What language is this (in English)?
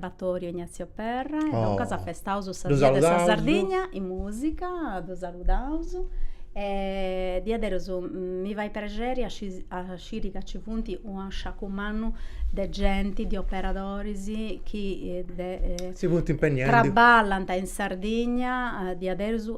Sardinian